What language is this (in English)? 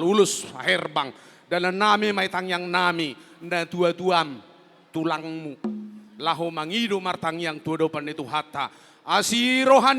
Batak Toba